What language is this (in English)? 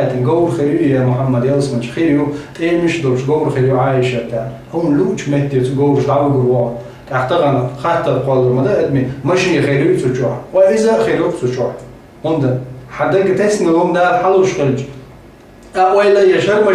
Chechen